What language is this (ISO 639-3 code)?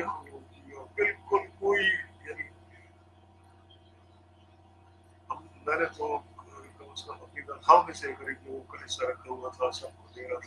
urd